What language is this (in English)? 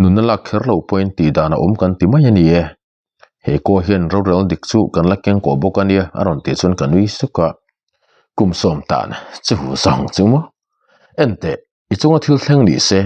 Mizo